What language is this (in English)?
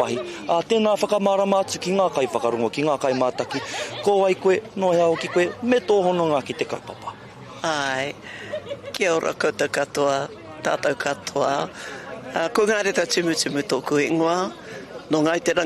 Māori